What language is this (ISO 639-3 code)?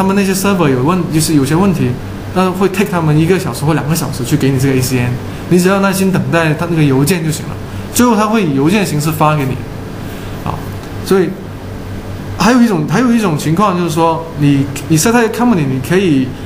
zho